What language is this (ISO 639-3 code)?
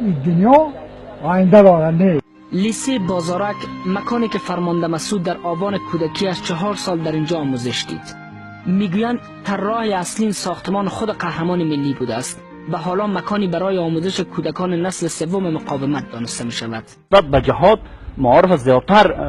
fas